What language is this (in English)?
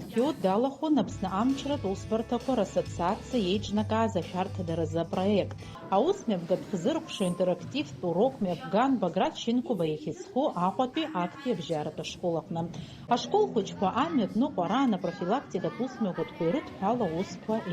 Abkhazian